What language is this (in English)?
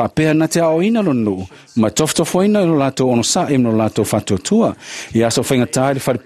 Samoan